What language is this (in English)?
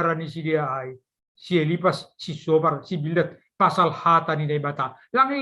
Batak Simalungun